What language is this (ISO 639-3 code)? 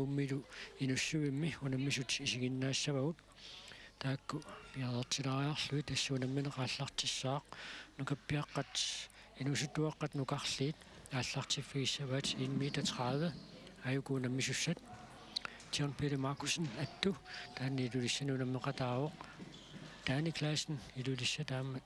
kal